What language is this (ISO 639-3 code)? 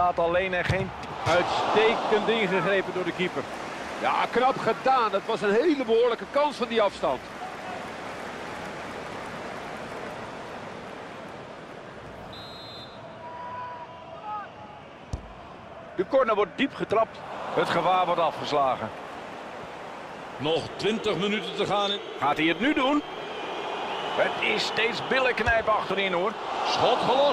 nld